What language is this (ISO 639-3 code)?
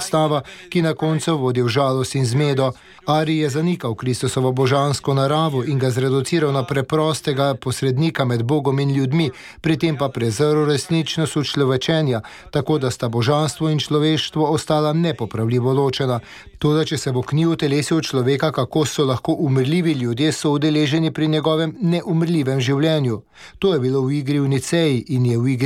slv